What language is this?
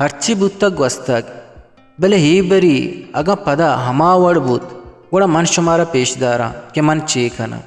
Eastern Balochi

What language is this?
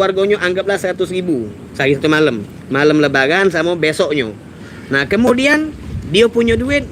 Musi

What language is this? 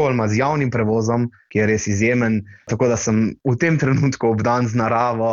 Slovenian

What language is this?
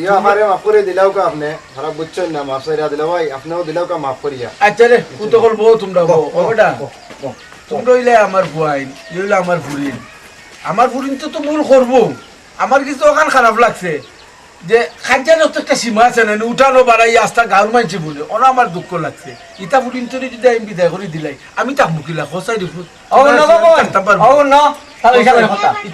Sylheti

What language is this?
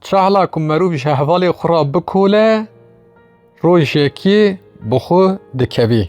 Kurdish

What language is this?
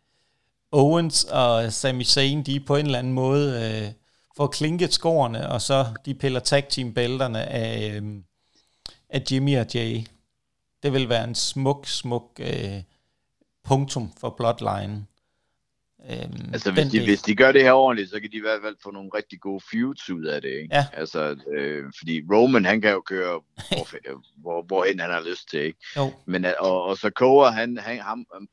Danish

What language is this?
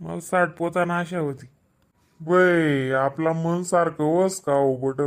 Khandesi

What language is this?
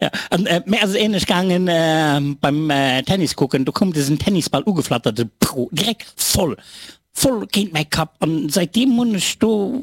Luxembourgish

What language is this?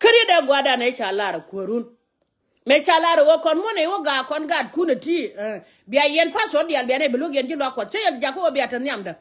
Nuer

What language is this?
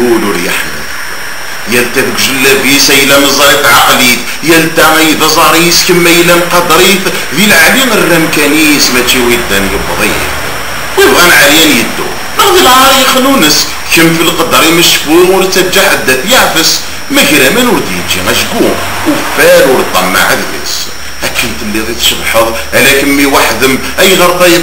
Kabyle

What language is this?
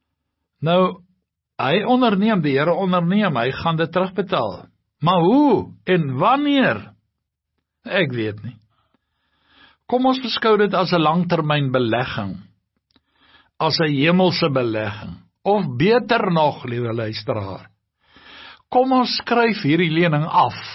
Afrikaans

